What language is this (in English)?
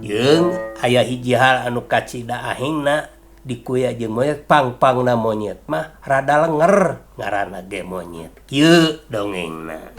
Sundanese